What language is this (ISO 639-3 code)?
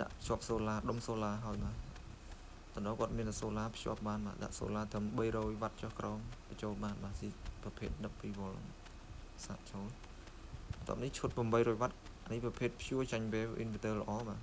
khm